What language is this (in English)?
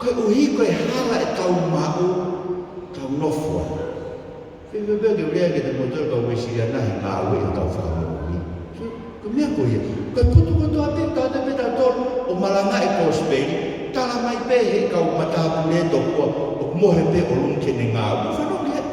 Tongan